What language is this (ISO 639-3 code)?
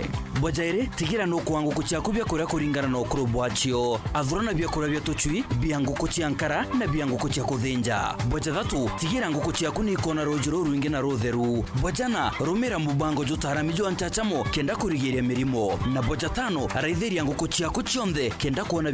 mer